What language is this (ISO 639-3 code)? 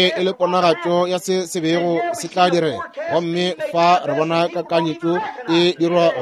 nso